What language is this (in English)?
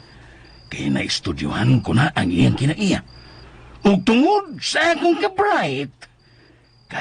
Cebuano